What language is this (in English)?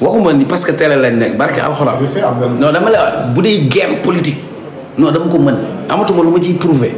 Wolof